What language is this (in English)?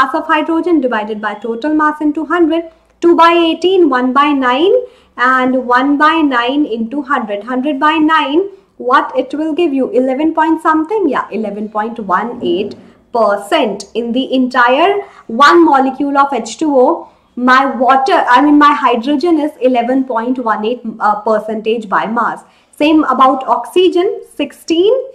English